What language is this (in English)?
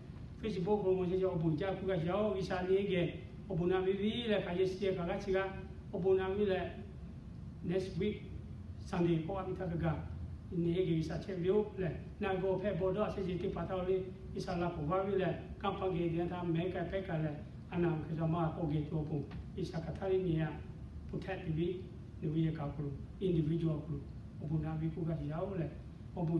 Lahu